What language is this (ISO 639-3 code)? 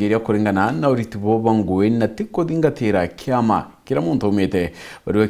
mer